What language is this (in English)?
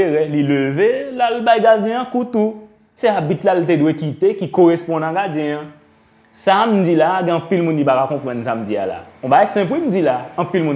Haitian Creole